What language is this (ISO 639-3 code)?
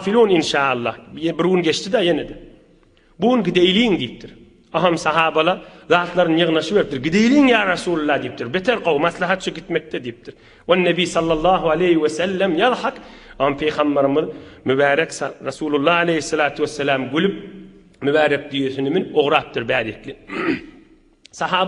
tuk